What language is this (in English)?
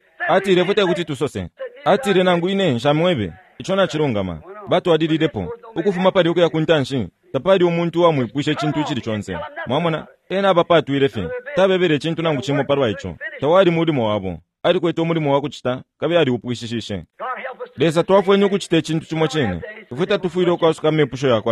Bemba